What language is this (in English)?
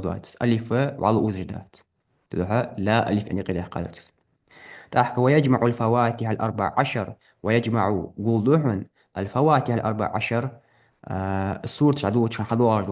Ingush